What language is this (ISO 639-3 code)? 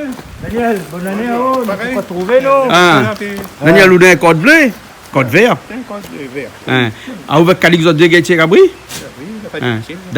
rcf